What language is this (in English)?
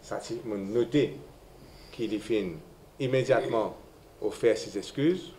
Morisyen